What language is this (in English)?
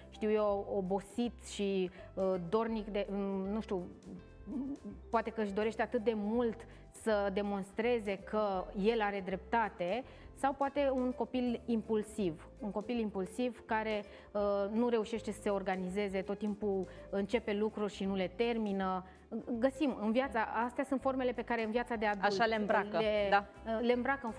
Romanian